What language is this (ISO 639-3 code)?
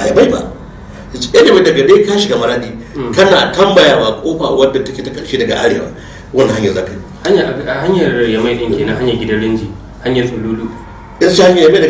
hau